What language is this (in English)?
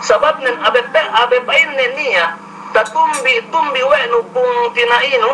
Yakan